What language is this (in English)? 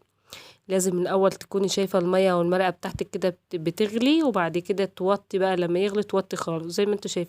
Egyptian Arabic